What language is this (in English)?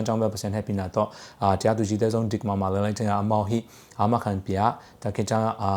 Tedim Chin